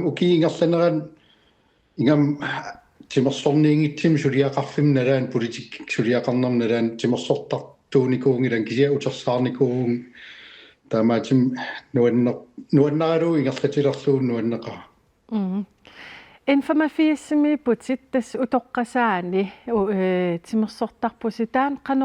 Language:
Kalaallisut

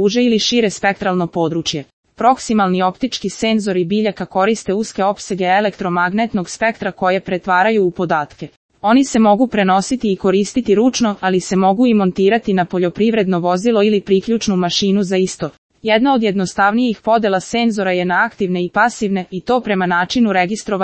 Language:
Serbian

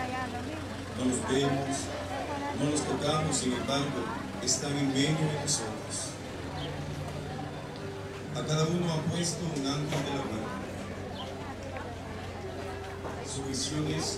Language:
Spanish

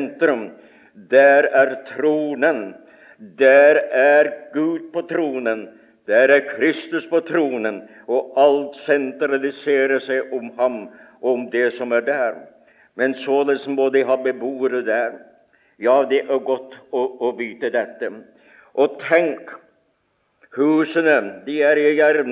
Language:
Norwegian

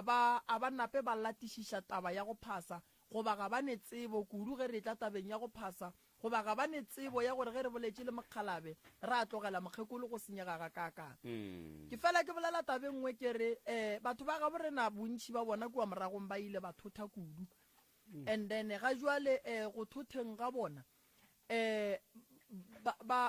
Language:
Northern Sotho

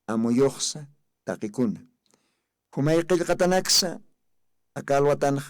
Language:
Aymara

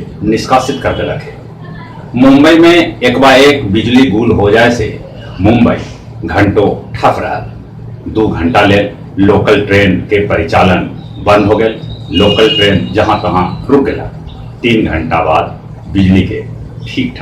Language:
Magahi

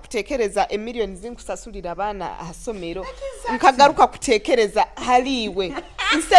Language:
Nyoro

